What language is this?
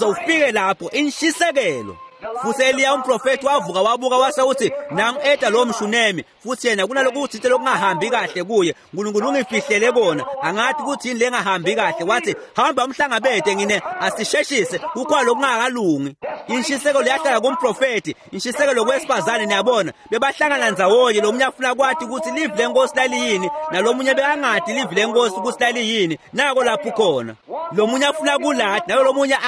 Swati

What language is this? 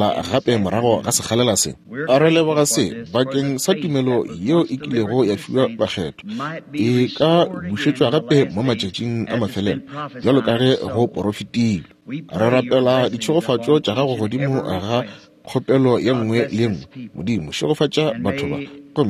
Northern Sotho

